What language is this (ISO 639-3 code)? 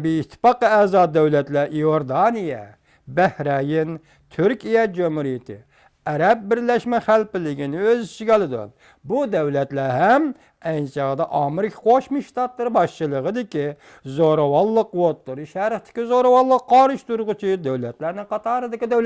uig